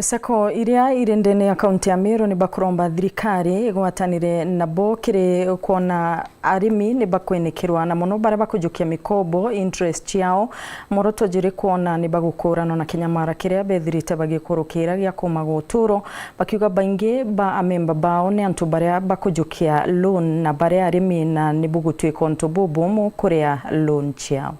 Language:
Meru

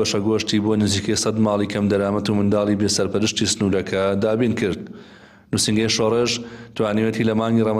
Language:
Central Kurdish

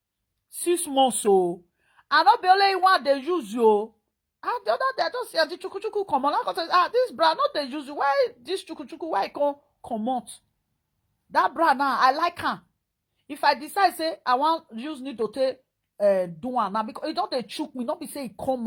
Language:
Nigerian Pidgin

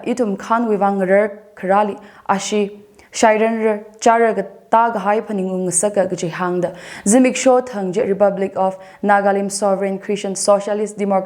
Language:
Tangkhul Naga (India)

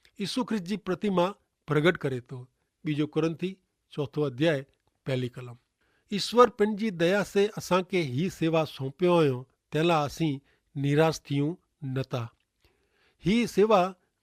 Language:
Kachhi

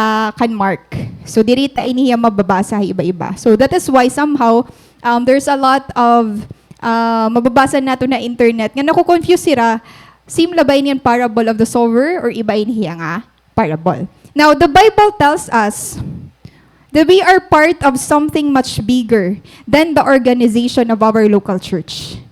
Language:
Waray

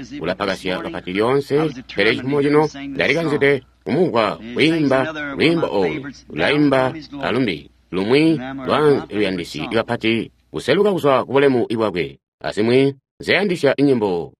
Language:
Tonga (Zambia)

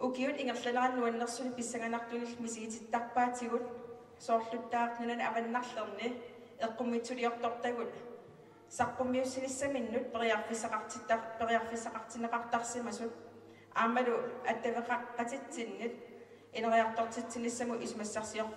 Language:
Kalaallisut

